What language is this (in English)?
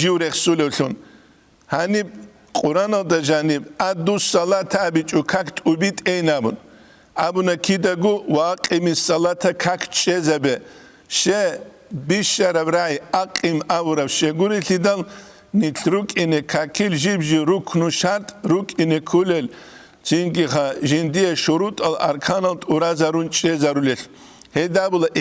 Avaric